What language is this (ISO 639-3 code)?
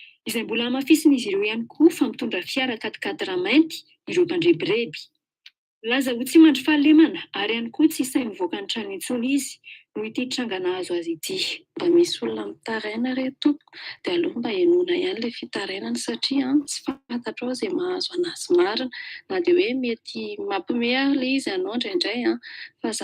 mlg